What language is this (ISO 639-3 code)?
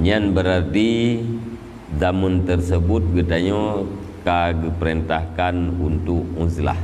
ace